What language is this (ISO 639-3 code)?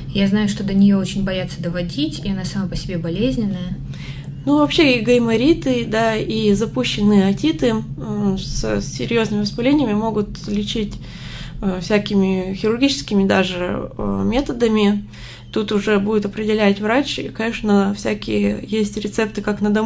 rus